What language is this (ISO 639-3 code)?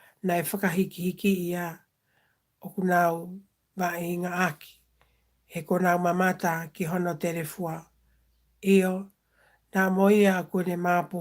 ton